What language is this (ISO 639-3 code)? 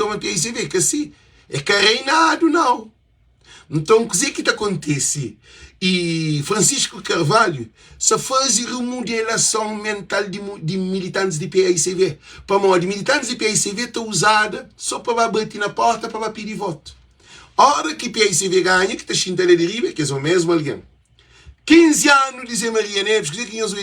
kea